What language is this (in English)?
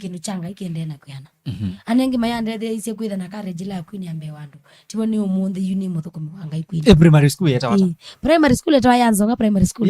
Kamba